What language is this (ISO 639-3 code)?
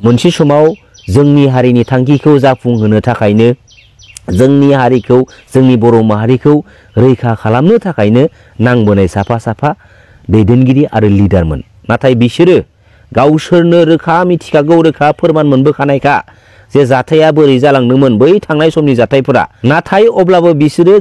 brx